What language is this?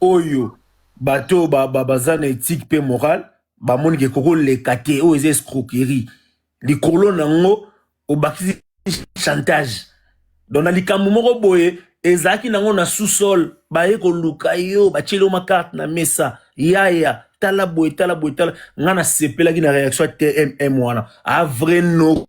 Lingala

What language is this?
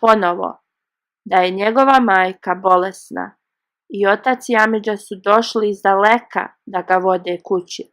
Bosnian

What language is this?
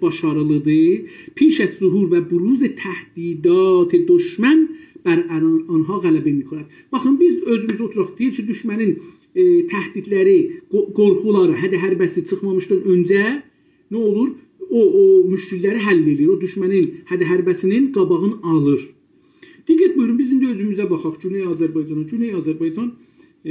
South Azerbaijani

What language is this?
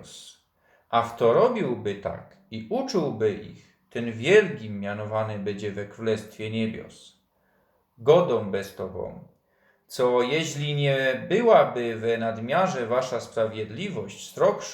Silesian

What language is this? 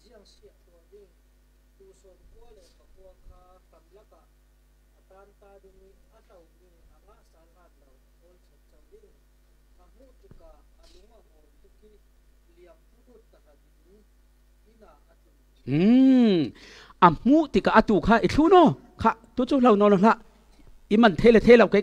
Falam Chin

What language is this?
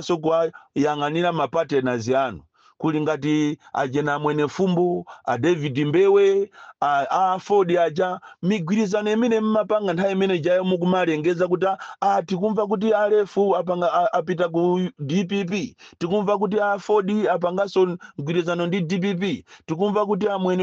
Nyanja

